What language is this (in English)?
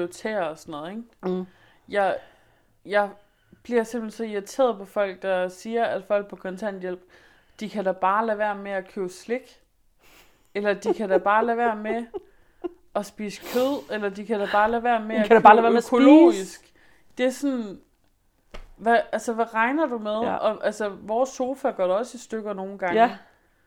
Danish